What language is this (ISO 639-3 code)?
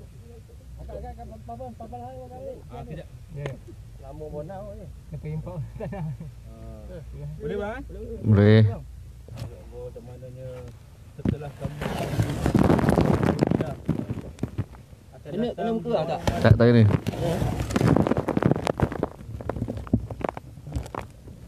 msa